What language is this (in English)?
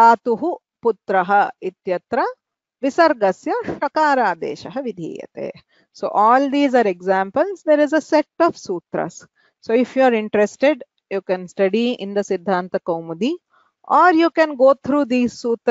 Sanskrit